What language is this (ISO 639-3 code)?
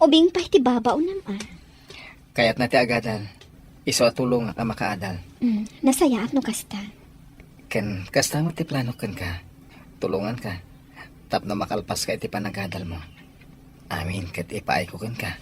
ilo